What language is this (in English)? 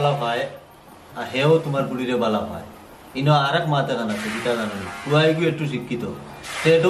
Sylheti